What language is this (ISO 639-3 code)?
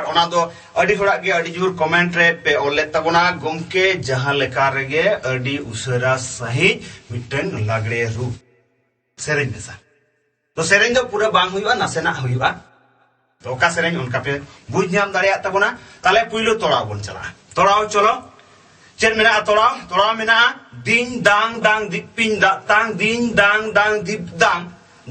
sat